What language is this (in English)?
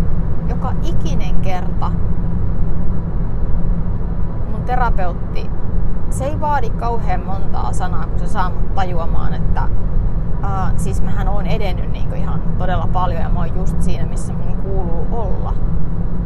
Finnish